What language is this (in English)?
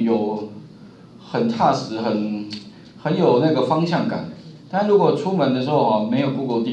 Chinese